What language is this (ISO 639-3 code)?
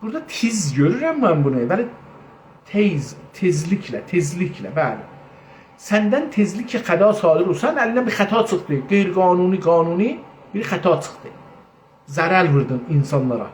azb